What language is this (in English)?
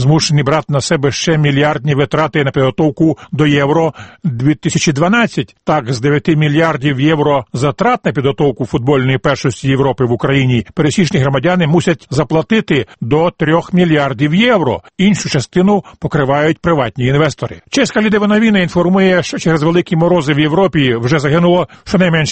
Ukrainian